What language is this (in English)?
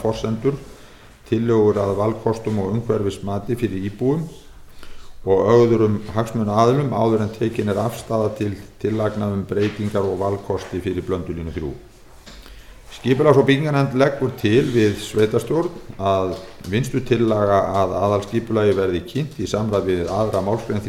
Icelandic